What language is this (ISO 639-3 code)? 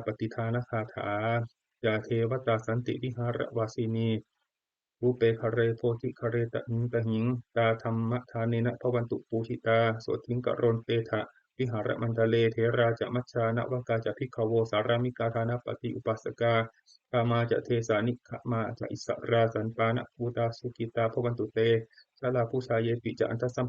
pli